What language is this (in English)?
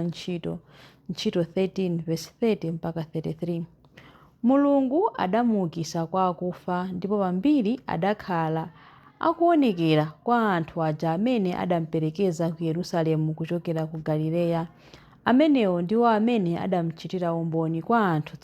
Nyanja